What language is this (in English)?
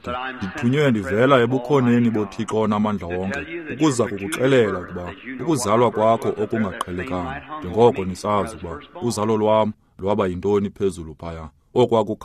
Xhosa